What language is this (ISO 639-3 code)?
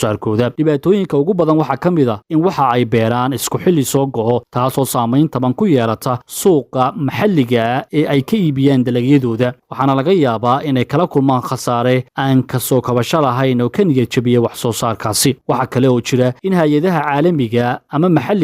som